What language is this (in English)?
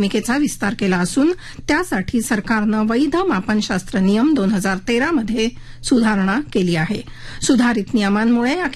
Marathi